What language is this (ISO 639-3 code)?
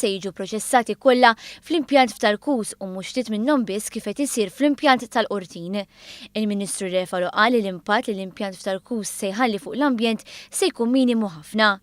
mlt